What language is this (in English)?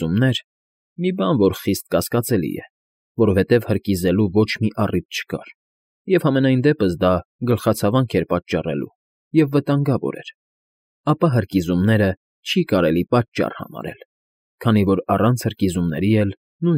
Armenian